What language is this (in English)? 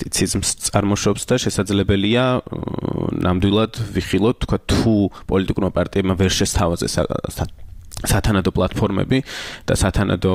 Georgian